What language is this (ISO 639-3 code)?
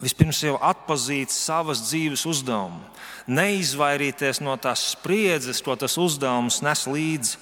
lav